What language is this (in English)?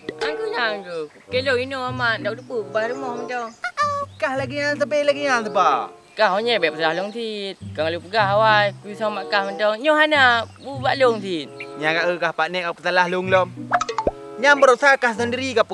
Achinese